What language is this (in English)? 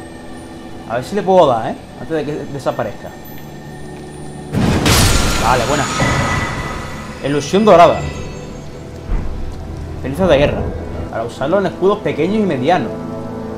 Spanish